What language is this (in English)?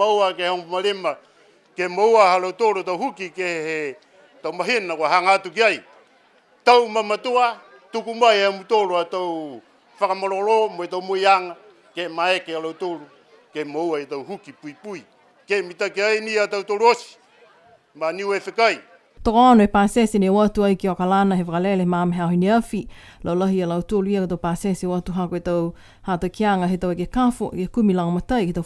Niuean